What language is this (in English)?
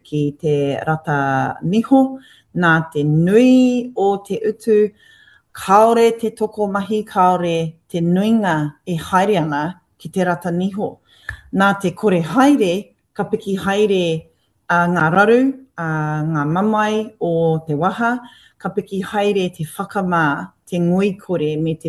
Māori